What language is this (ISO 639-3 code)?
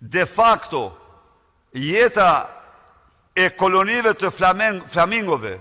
sqi